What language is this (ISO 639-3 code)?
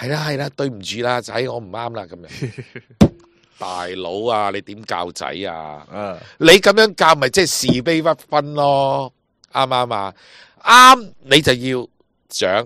yue